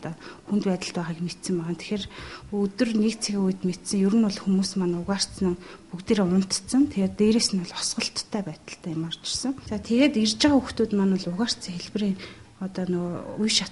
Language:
Mongolian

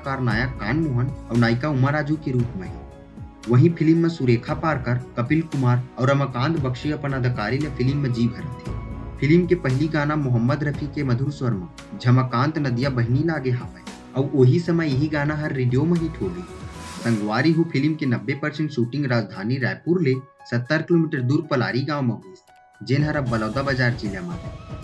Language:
Chhattisgarhi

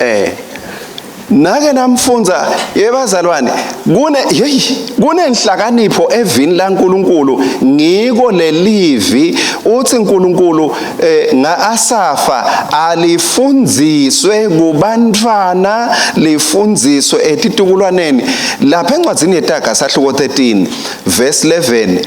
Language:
Swati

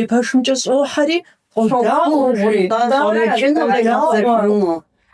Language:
Kabardian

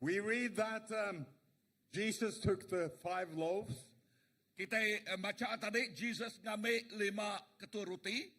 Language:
Iban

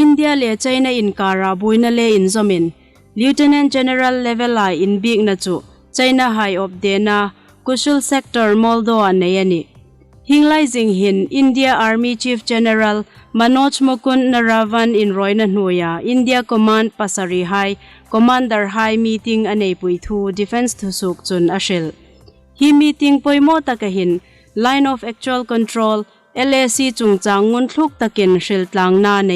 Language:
Hmar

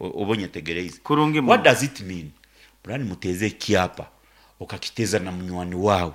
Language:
Nyankole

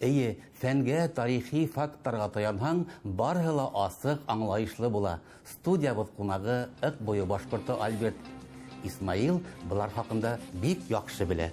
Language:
Bashkir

